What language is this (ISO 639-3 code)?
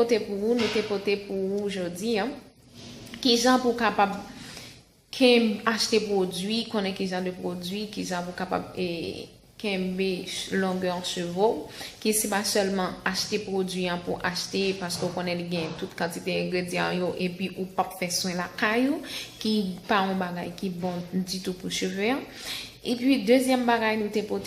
hat